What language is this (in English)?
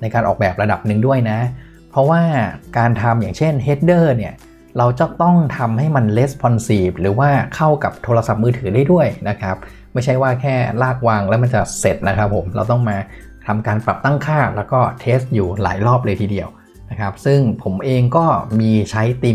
Thai